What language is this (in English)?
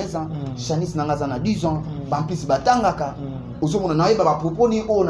Lingala